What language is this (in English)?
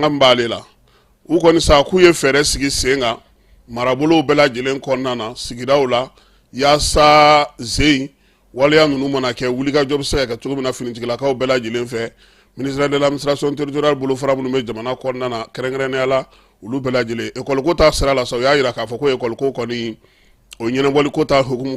Bambara